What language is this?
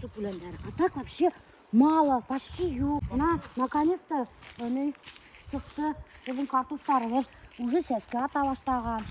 Bashkir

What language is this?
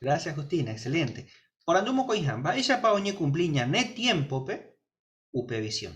Guarani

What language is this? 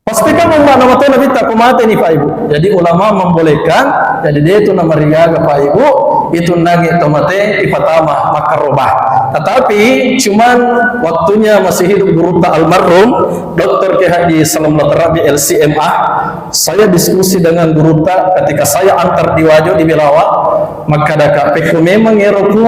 Buginese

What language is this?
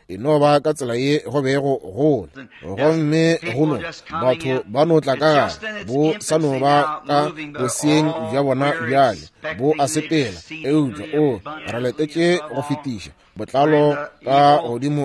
Northern Sotho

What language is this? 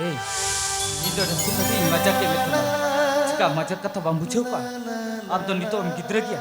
Santali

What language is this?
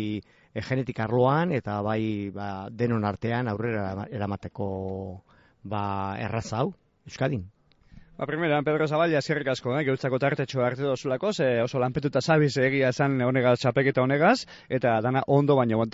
Basque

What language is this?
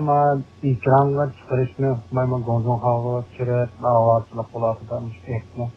Uyghur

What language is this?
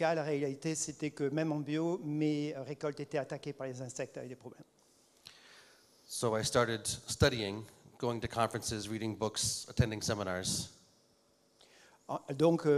French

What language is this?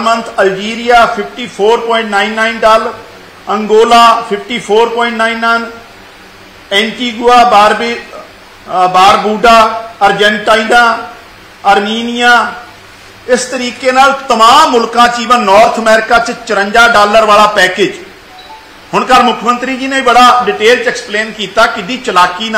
Punjabi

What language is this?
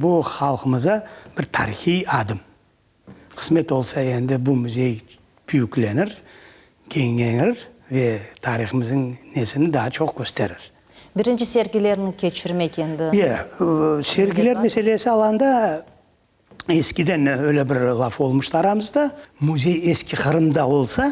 Crimean Tatar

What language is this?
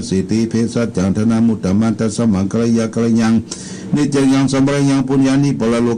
Pali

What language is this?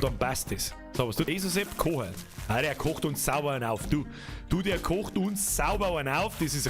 Bavarian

